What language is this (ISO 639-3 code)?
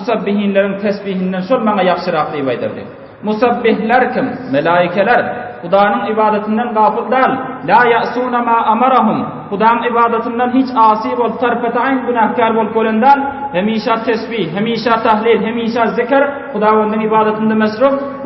tuk